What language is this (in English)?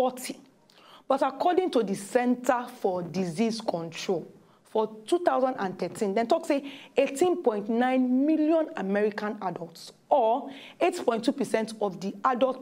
Nigerian Pidgin